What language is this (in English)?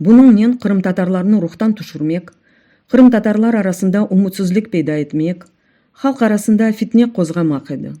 Crimean Tatar